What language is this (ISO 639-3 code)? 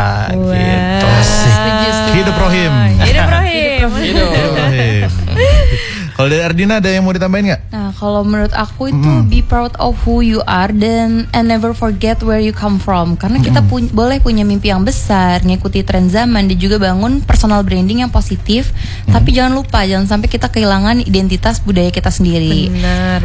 ind